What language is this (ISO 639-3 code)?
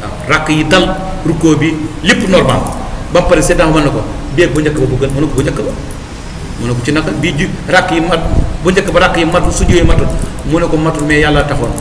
wol